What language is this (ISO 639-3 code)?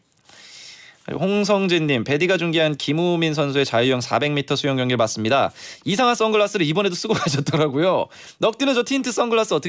kor